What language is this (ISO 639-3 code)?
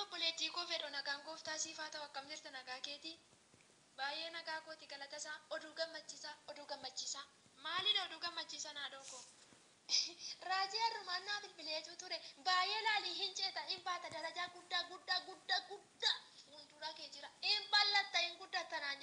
orm